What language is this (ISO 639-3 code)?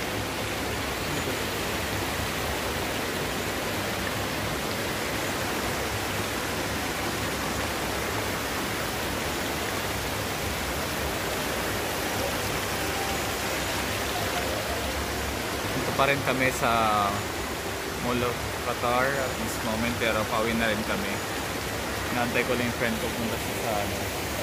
fil